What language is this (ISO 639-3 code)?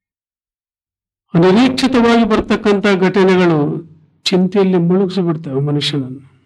kan